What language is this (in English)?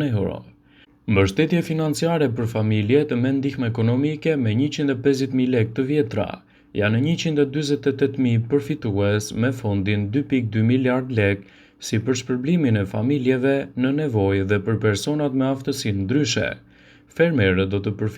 Albanian